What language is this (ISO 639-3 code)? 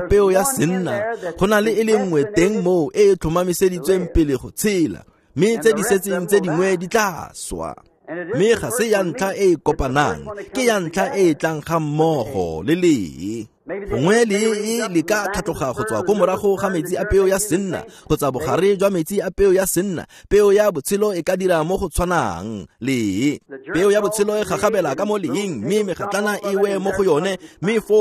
tsn